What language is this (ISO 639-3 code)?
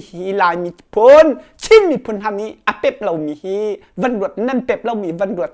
cnh